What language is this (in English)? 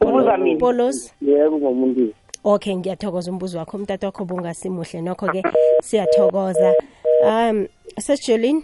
South Ndebele